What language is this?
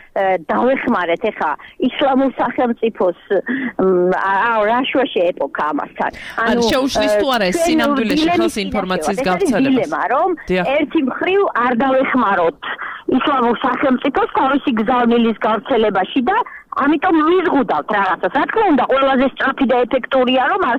Georgian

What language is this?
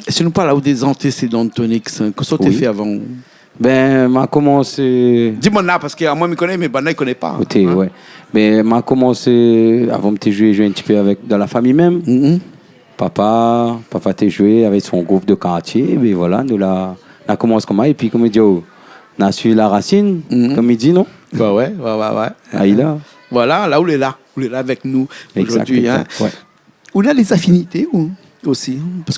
Réunion Creole French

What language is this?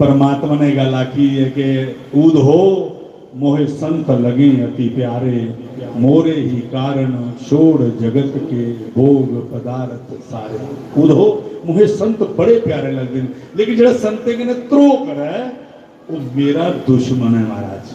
Dogri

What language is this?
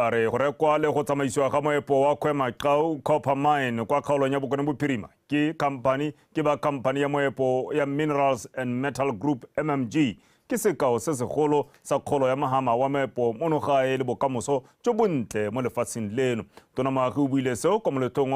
Tswana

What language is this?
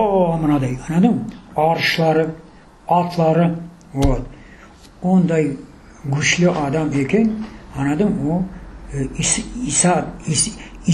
Crimean Tatar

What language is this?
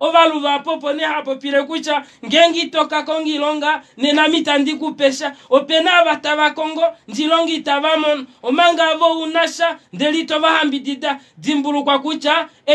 Kuanyama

